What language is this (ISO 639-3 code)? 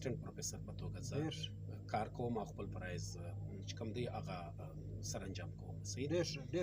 pus